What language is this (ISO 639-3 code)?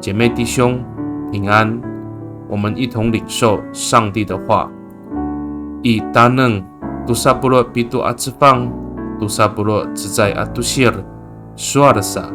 ami